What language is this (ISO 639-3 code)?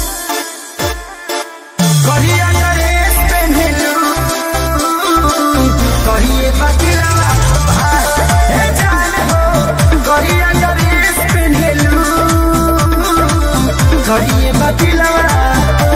bho